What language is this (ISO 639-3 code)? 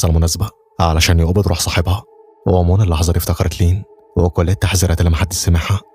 arz